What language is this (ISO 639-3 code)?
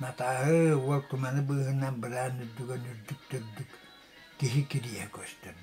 sah